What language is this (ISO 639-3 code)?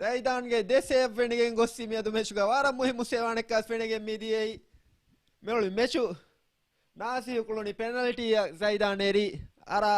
div